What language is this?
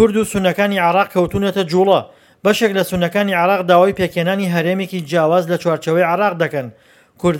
Central Kurdish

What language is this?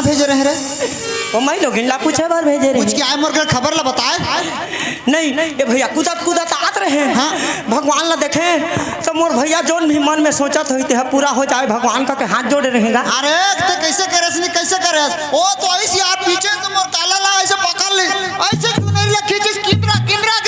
Chhattisgarhi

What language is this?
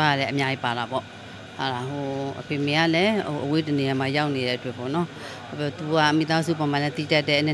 Burmese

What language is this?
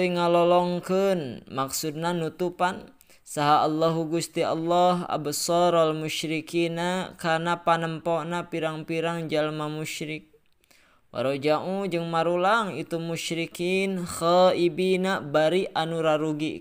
Sundanese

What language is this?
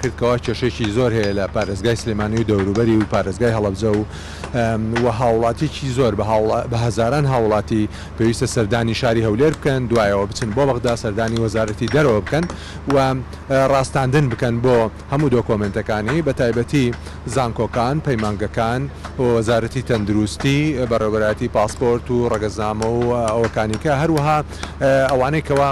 Central Kurdish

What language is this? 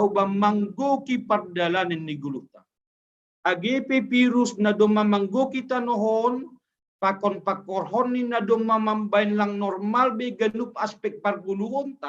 Batak Simalungun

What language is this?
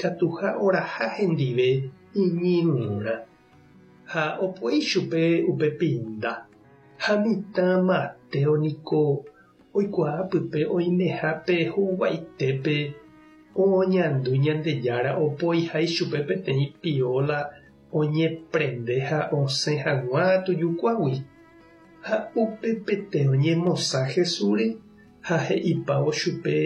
Guarani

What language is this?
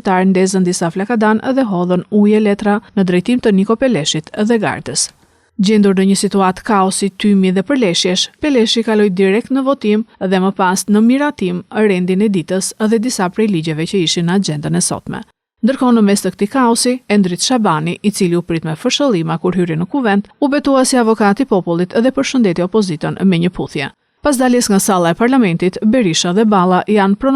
Albanian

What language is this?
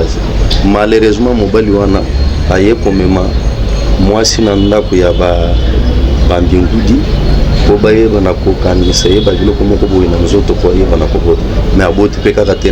Lingala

